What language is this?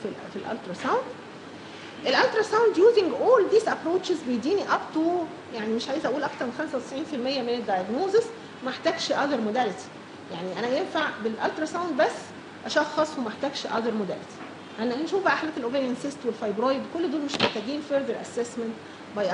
Egyptian Arabic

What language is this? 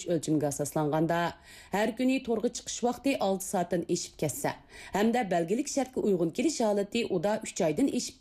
Uyghur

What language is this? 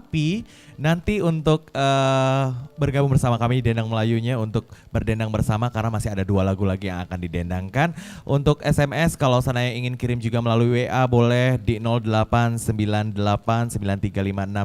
Musi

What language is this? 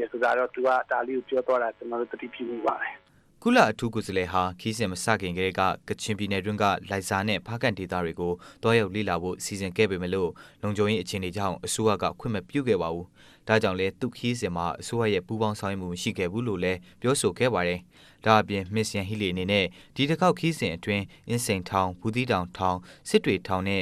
Burmese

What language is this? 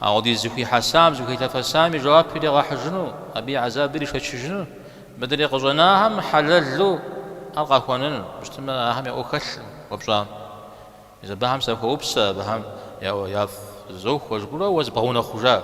Kabardian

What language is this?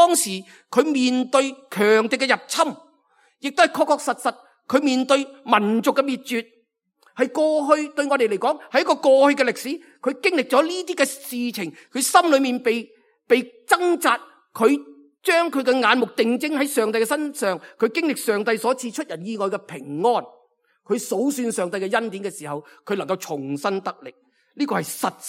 Cantonese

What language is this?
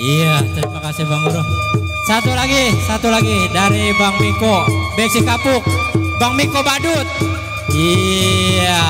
Betawi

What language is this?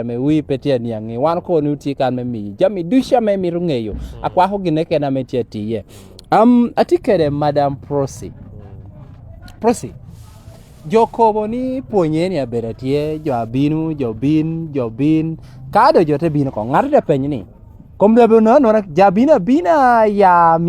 Lango (Uganda)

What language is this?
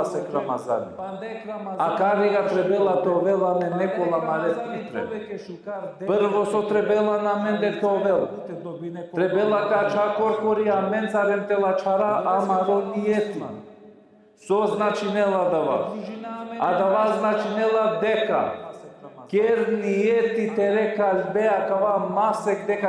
Balkan Romani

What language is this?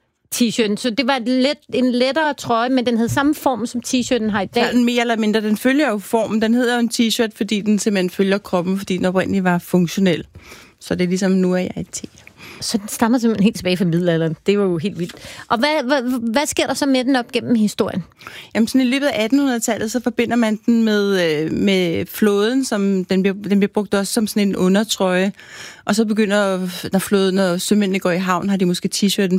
Danish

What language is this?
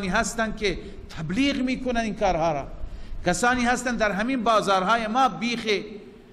Persian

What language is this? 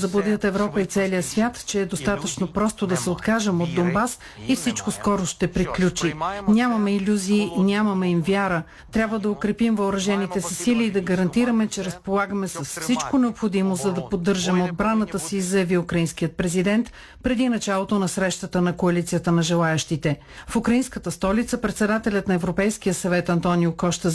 Bulgarian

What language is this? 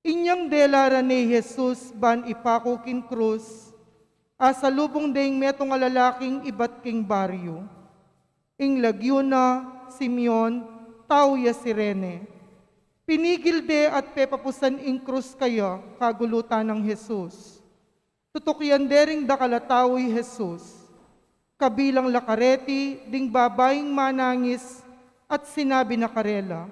Pampanga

